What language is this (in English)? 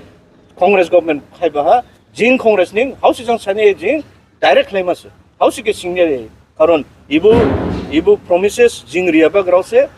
Dimasa